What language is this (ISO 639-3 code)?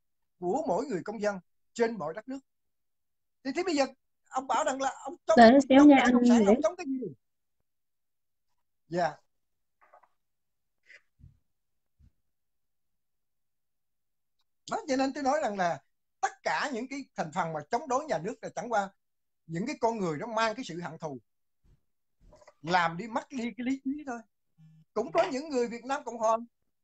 vie